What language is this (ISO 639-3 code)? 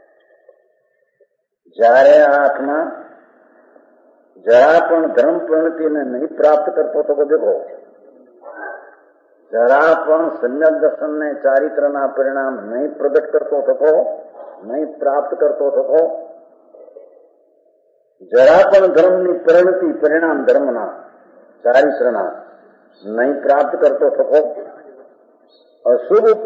guj